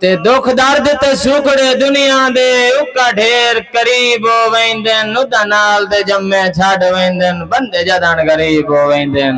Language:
Saraiki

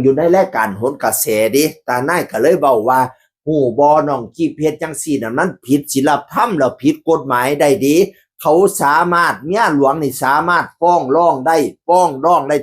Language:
Northeastern Thai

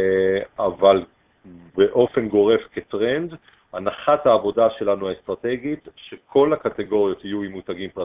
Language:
Hebrew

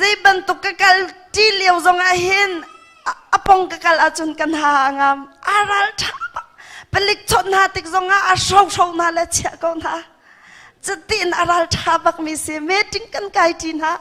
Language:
Hakha Chin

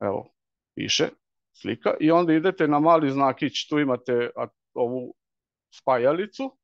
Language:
Serbian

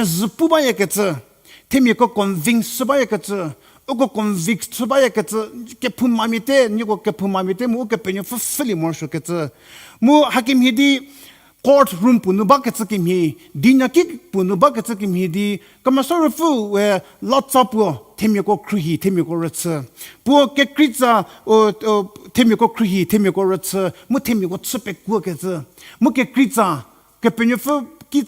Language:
Angami Naga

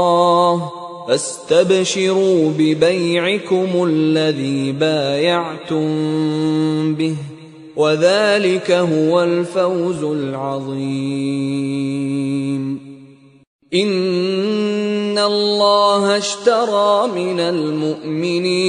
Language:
Arabic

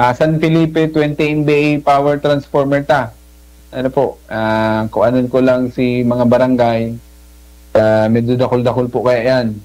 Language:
Bikol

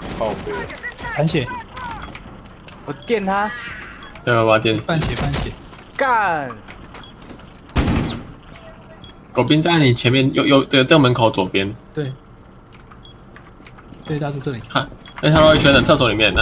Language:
Chinese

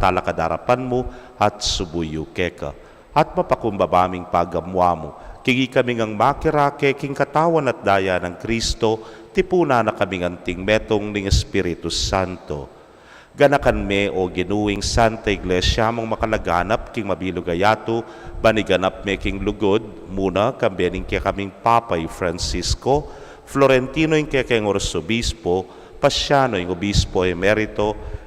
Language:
Pampanga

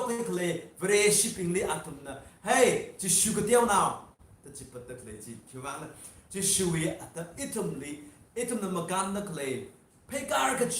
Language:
Tangkhul Naga (India)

